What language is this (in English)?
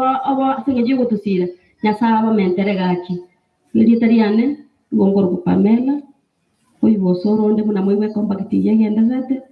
Gusii